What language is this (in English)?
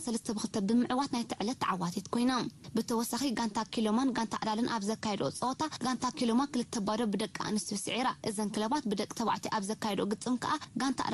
Tigrinya